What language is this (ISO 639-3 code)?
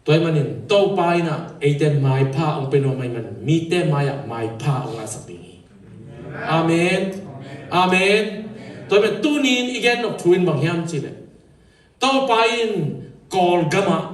ctd